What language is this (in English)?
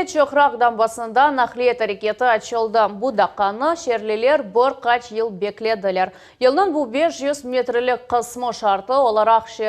Crimean Tatar